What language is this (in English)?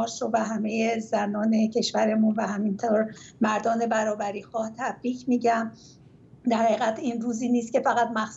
Persian